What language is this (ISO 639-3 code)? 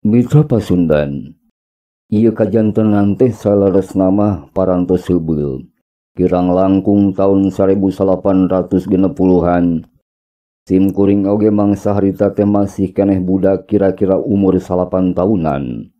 sun